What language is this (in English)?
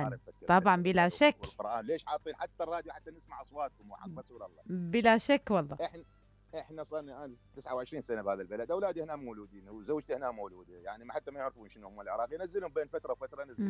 Mesopotamian Arabic